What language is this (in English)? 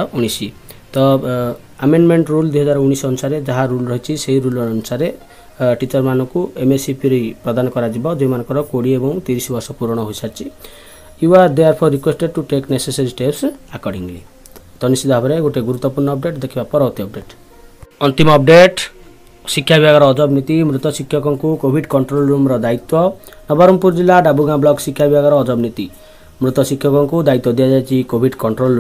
Odia